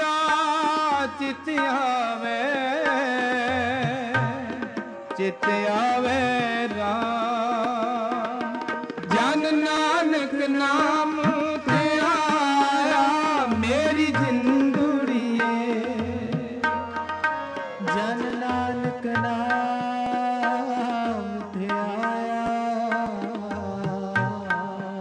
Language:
Punjabi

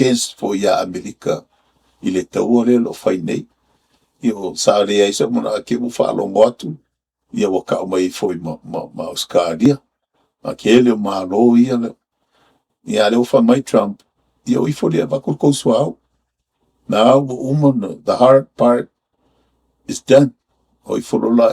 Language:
Samoan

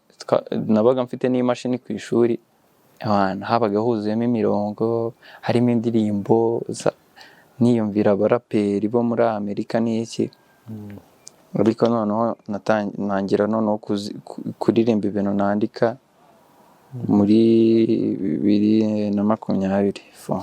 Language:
Kinyarwanda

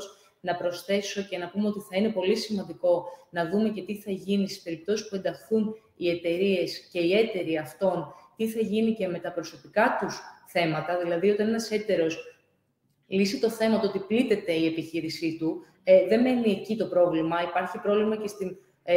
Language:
Greek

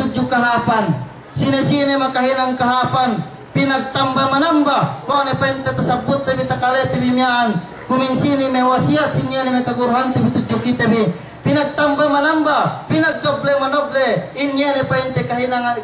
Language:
Yakan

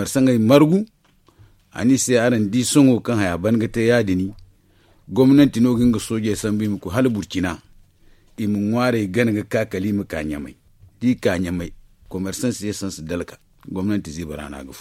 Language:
Zarma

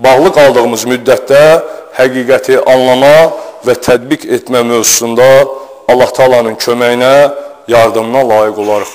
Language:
Azerbaijani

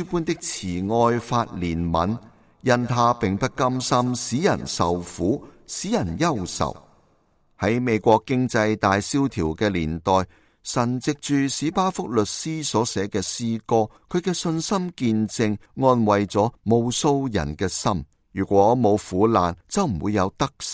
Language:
Cantonese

